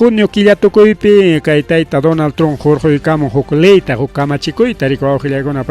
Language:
Ayacucho Quechua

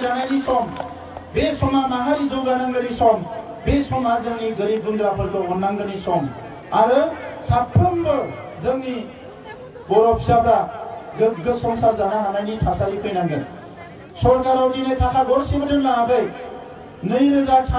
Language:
Bodo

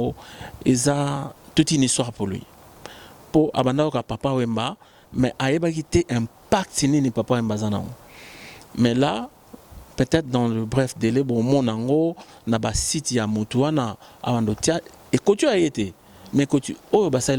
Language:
Lingala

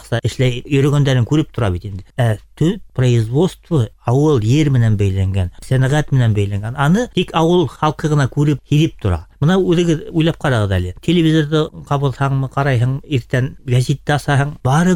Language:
Bashkir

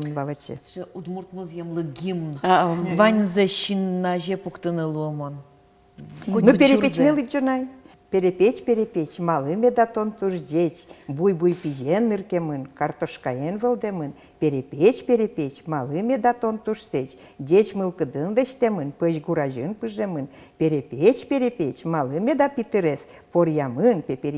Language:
Udmurt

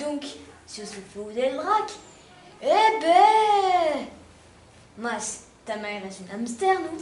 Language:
Occitan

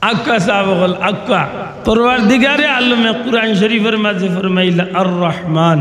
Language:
Sylheti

